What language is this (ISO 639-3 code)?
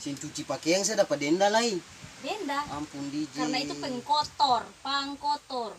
abs